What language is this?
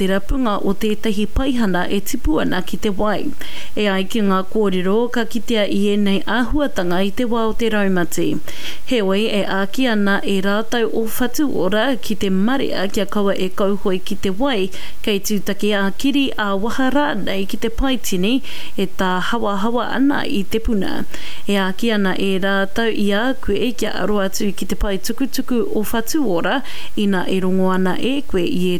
Māori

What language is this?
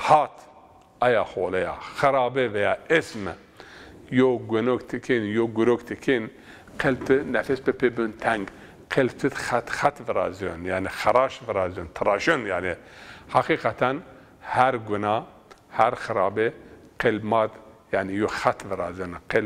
Zaza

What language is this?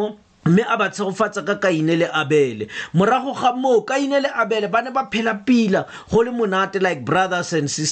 Tswana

